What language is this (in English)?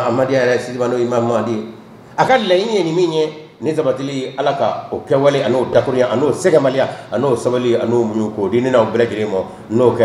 Bambara